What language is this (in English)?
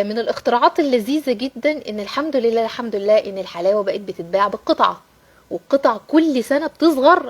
Egyptian Arabic